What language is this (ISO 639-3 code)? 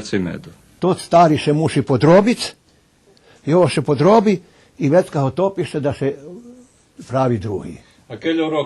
rue